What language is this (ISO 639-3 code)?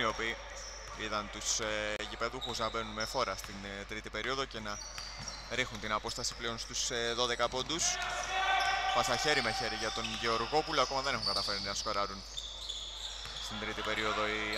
ell